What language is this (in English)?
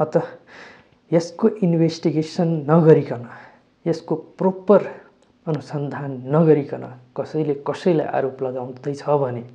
Nepali